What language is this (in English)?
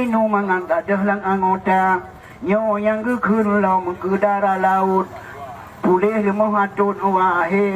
Achinese